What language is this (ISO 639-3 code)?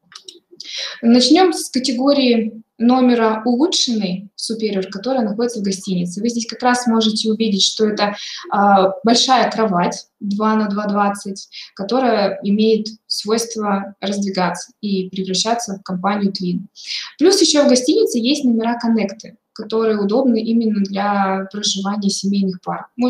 rus